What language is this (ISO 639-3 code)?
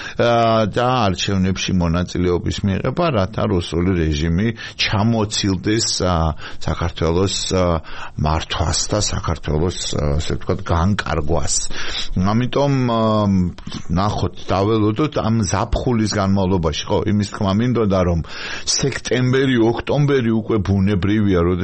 kat